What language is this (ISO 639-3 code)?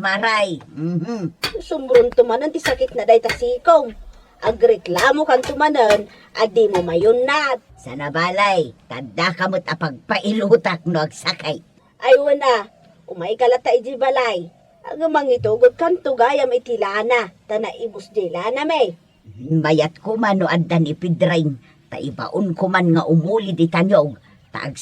ilo